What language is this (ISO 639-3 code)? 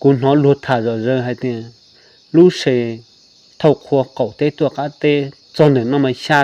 hmn